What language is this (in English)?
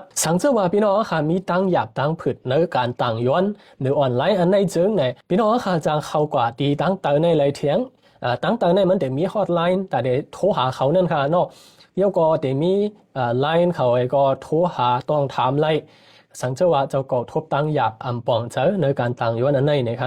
Shan